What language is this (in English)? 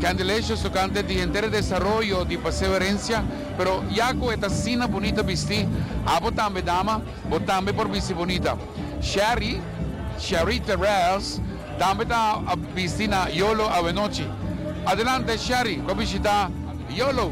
Papiamento